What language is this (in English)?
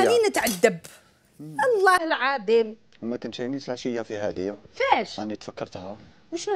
Algerian Arabic